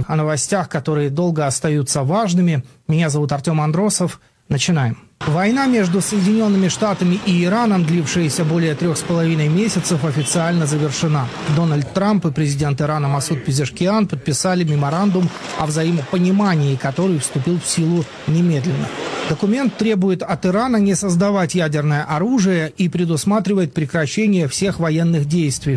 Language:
Russian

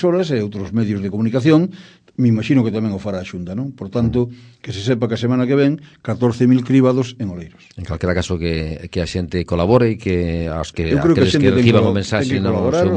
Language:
Galician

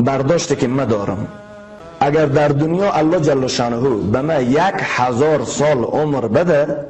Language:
Persian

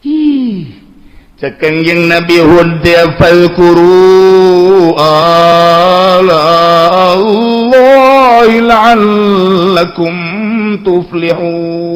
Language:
Sundanese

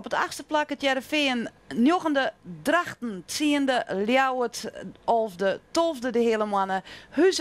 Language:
Western Frisian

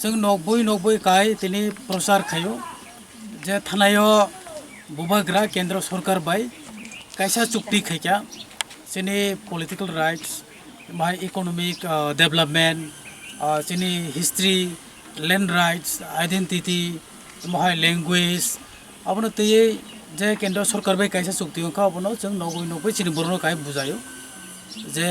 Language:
Kok Borok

